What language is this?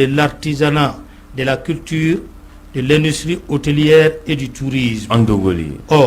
Bambara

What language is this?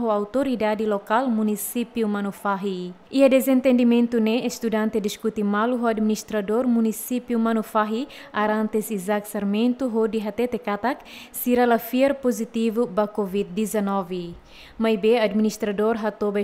Tetum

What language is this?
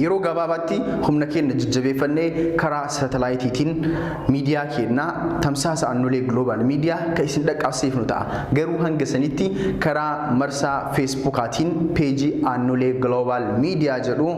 Oromo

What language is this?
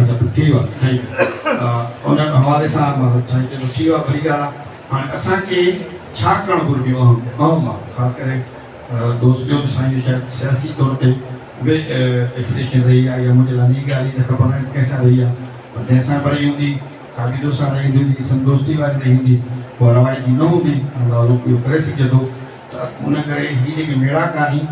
Sindhi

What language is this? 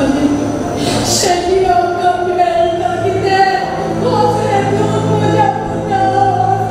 Konkani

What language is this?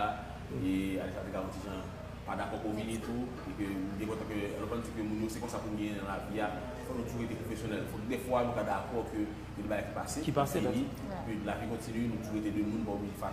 Haitian Creole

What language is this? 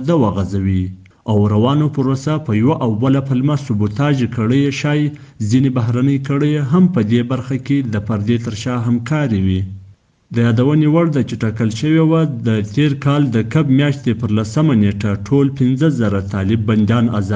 Pashto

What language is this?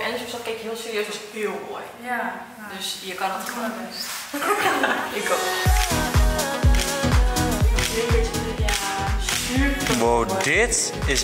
Dutch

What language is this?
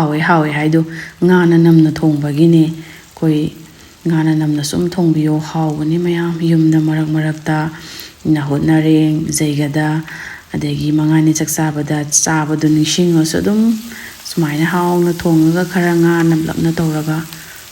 Manipuri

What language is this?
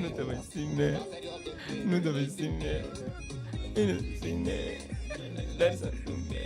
Kabuverdianu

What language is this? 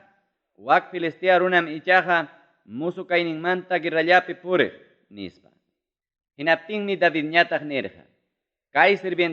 Ayacucho Quechua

